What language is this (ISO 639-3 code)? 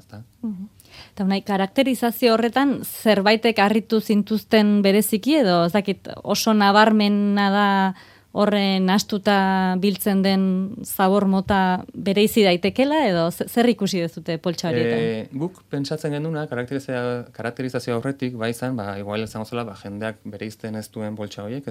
eus